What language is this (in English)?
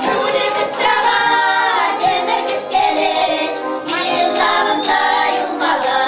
Chuvash